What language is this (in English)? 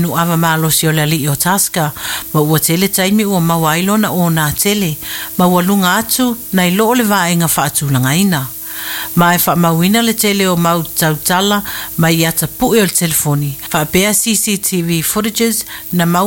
Samoan